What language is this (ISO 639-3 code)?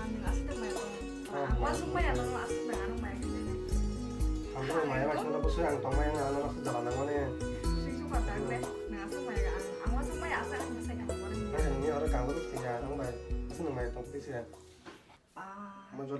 trp